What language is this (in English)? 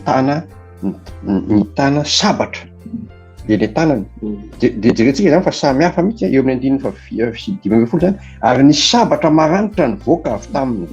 Malagasy